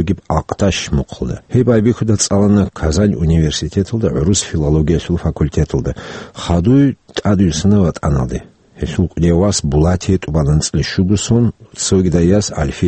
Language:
Avaric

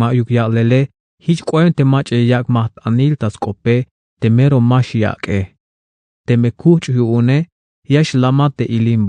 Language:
Tzeltal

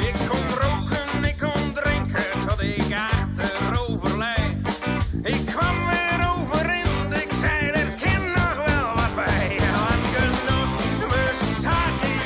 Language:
Western Frisian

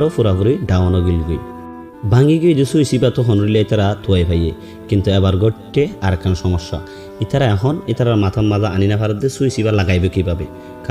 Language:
Rohingya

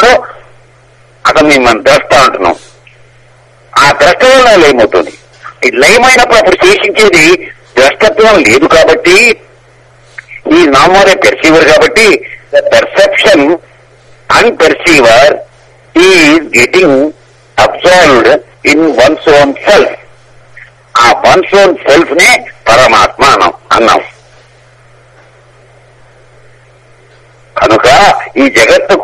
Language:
Telugu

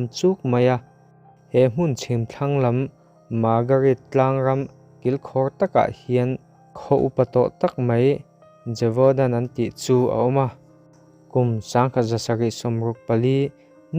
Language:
Mizo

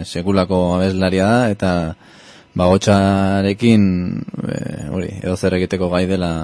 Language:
Basque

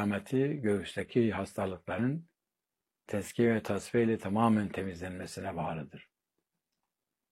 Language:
Turkish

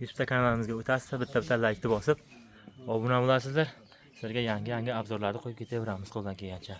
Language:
Uzbek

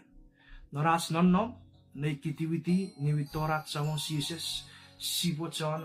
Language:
Chuukese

